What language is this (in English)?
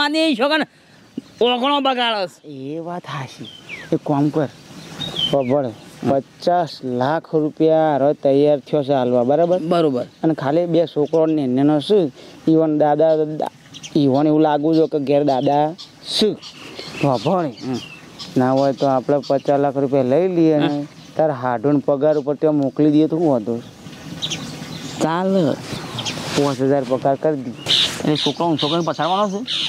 Gujarati